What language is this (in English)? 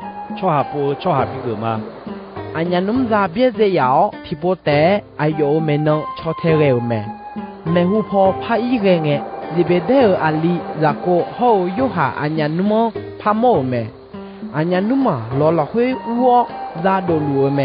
Akha